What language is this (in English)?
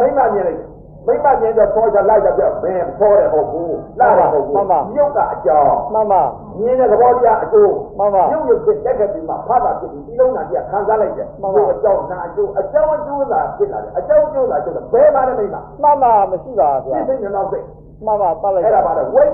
Burmese